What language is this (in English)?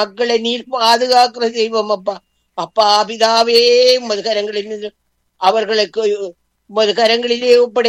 Tamil